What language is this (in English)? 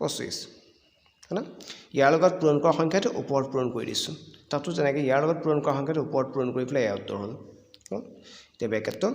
Assamese